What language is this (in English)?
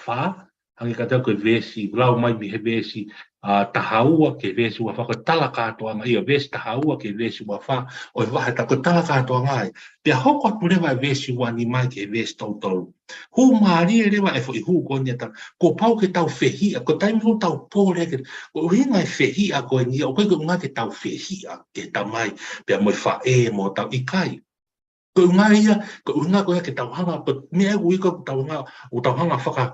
Tongan